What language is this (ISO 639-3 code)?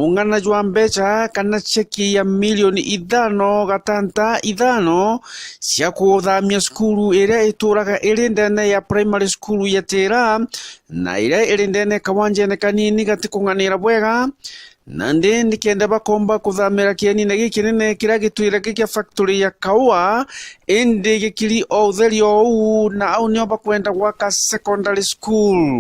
mer